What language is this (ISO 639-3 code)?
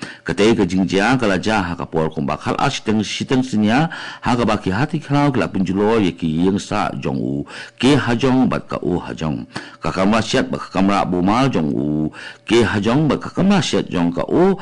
kha